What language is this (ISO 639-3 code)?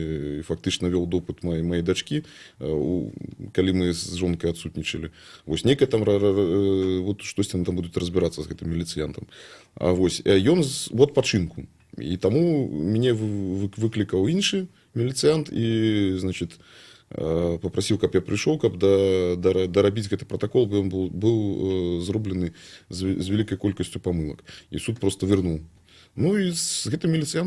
bel